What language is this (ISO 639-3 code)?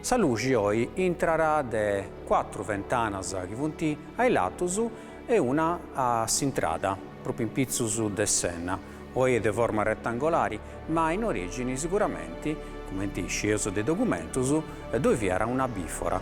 srd